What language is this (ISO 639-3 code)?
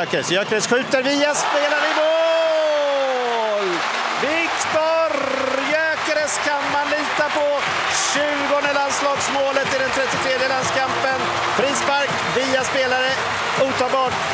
swe